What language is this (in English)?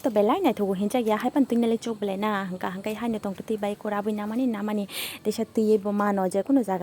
Kok Borok